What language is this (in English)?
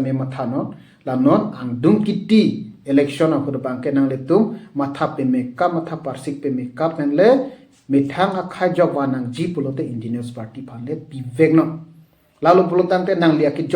Karbi